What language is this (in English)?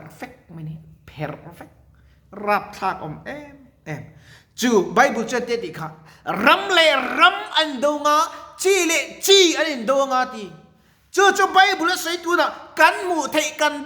Mizo